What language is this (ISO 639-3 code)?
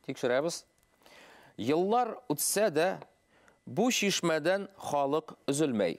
bak